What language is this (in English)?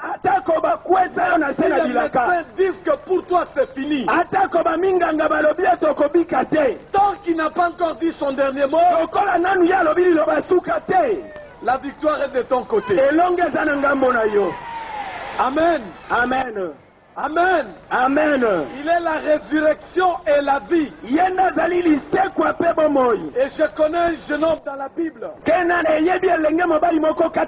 French